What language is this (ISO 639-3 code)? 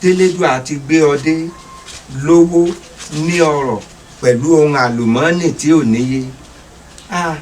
yor